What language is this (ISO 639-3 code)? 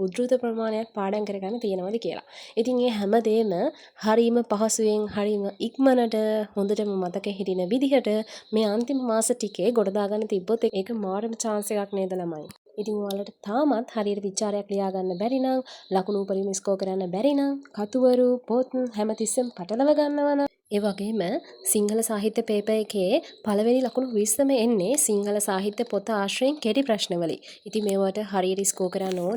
sin